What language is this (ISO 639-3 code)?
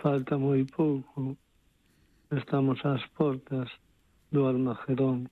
glg